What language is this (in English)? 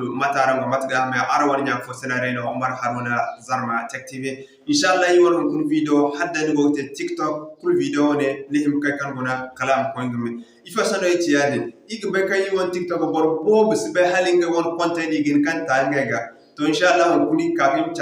Zarma